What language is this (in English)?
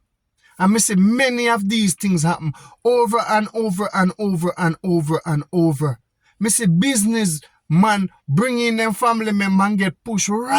Jamaican Creole English